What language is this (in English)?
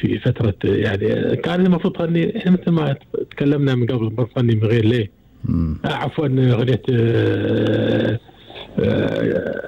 Gulf Arabic